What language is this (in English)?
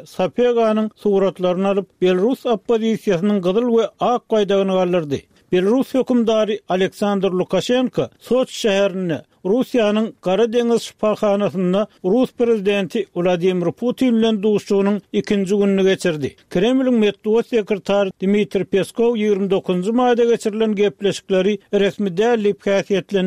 Turkmen